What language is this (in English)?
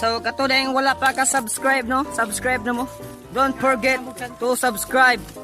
Cebuano